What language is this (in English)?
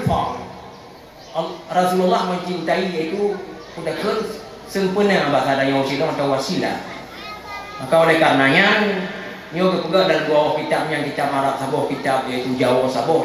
Achinese